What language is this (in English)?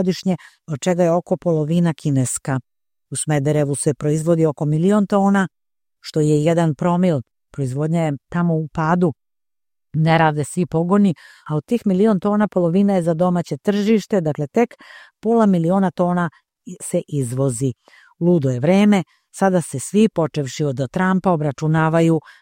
Serbian